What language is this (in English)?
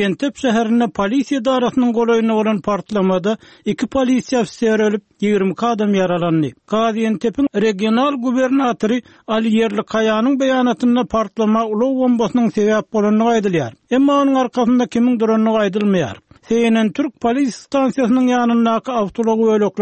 Turkmen